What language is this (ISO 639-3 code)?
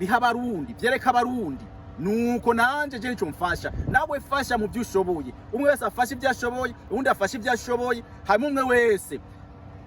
run